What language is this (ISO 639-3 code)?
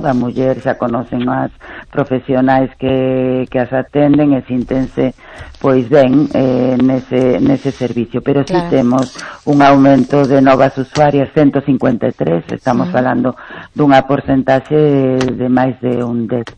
glg